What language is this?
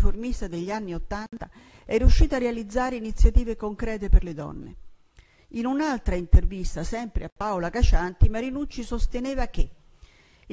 Italian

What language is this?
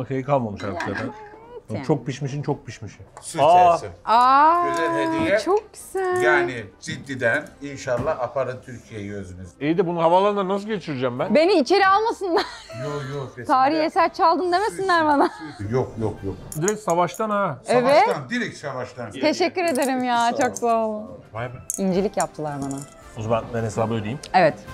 Turkish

